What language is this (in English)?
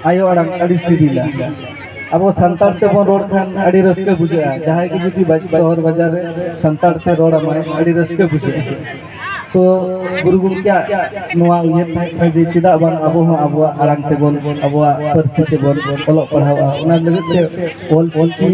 Santali